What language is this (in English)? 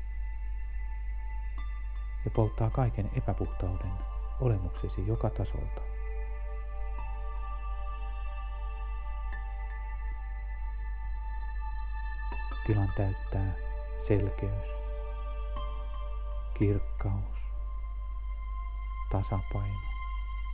Finnish